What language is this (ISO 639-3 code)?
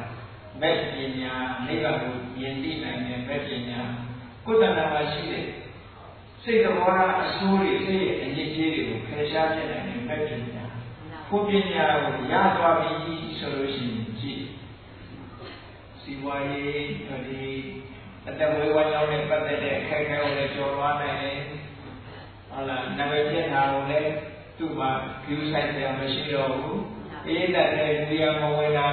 mya